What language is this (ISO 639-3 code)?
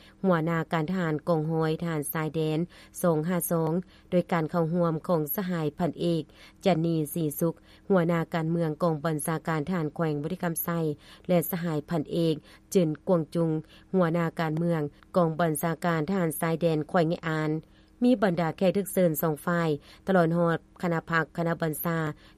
lao